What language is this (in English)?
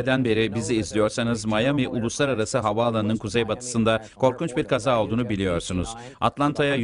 Turkish